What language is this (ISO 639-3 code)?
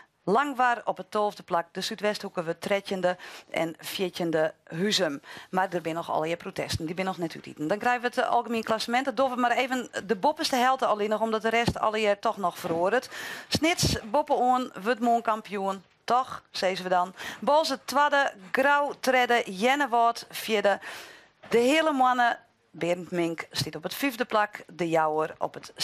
fry